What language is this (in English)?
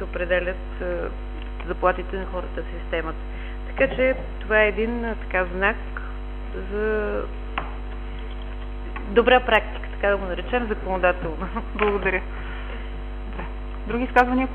Bulgarian